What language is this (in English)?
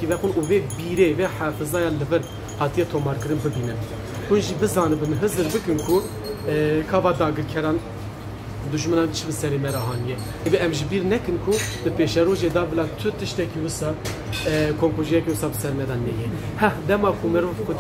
Kurdish